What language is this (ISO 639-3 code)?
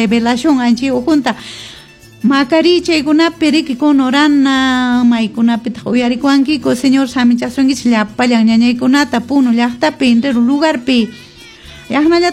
que